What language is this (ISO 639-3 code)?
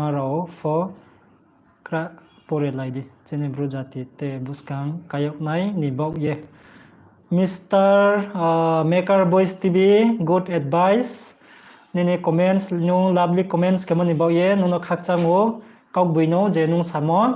ria